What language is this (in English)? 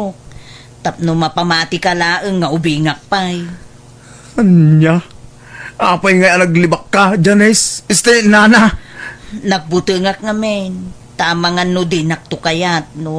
Iloko